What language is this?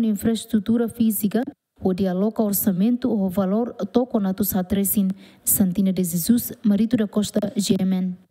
Tetum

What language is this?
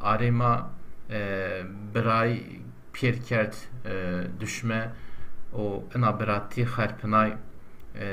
Zaza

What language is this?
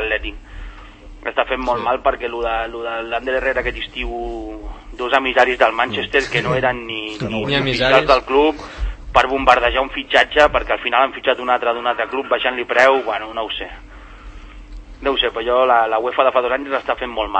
Catalan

